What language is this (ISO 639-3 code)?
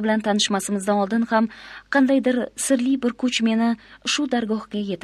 uzb